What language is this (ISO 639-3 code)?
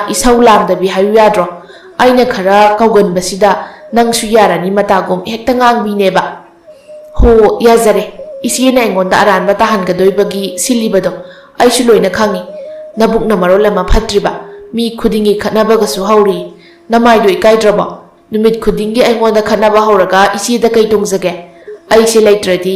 mni